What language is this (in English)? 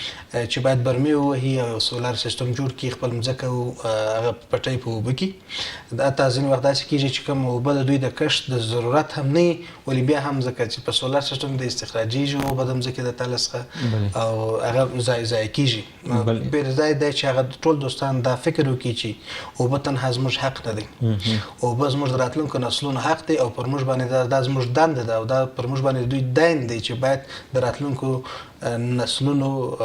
Pashto